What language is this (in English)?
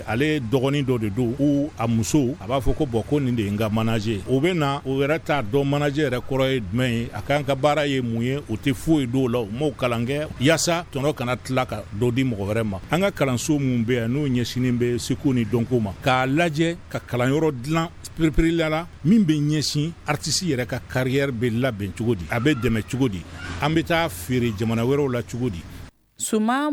Bambara